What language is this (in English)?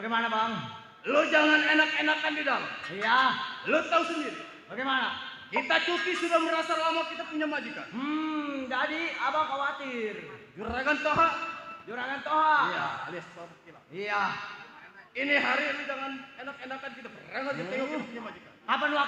Betawi